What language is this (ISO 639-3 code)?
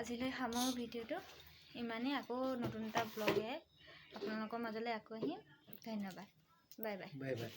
asm